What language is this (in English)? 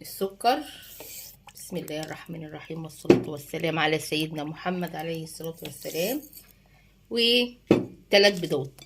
Egyptian Arabic